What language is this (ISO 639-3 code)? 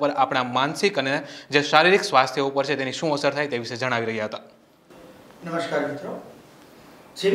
guj